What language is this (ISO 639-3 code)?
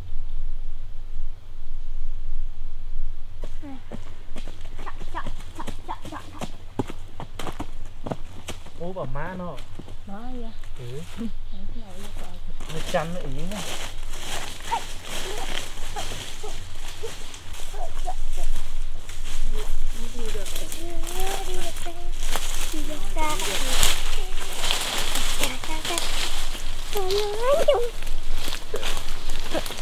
vie